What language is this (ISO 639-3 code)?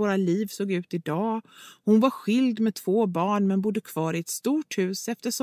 swe